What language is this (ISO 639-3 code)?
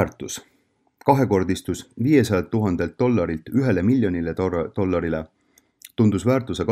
est